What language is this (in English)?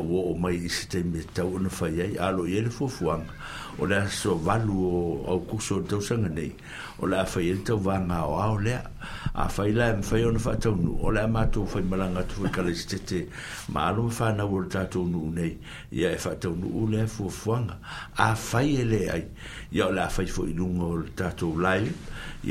Samoan